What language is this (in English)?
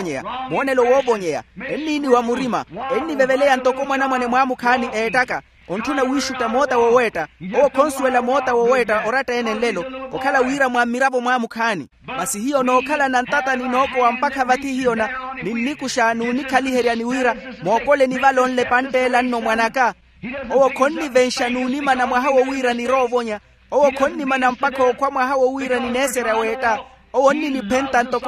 Makhuwa